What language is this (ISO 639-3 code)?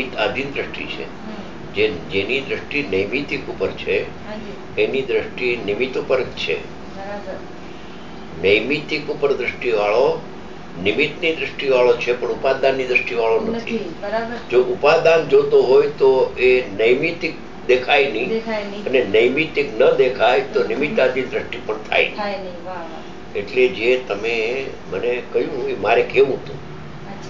guj